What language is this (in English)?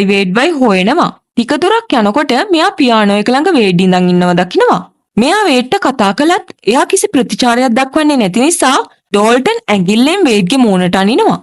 Sinhala